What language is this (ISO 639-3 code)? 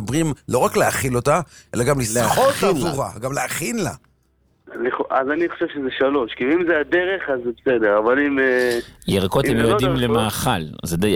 heb